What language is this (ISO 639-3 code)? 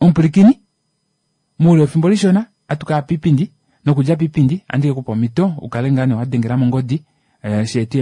kua